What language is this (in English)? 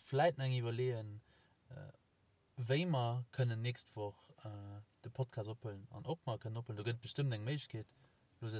Luxembourgish